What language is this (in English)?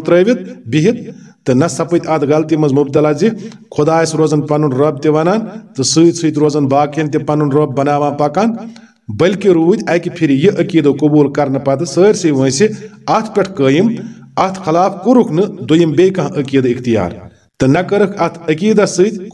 Kashmiri